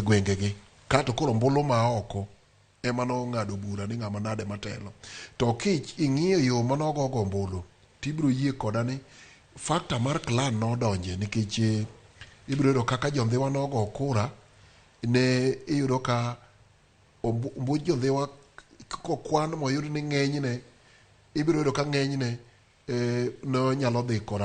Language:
Luo (Kenya and Tanzania)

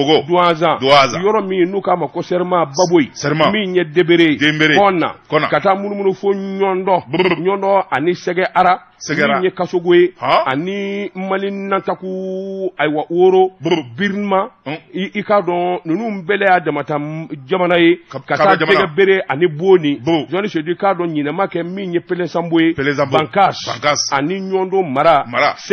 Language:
Bambara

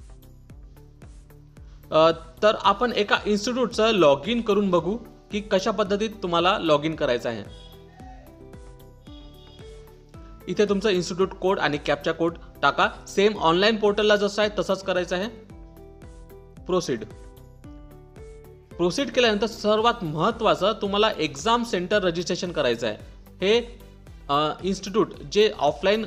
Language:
Marathi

